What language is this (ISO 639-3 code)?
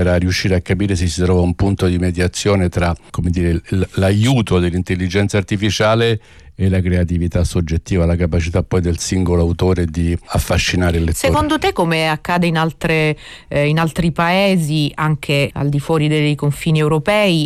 ita